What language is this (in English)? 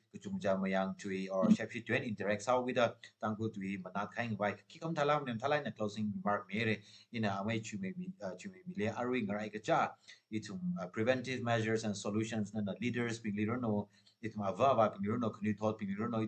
Tangkhul Naga (India)